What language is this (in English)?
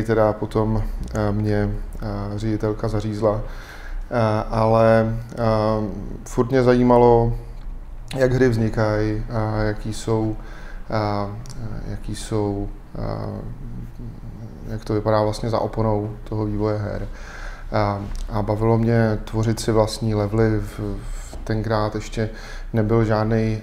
Czech